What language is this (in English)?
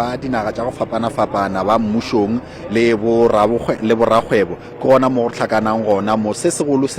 Northern Sotho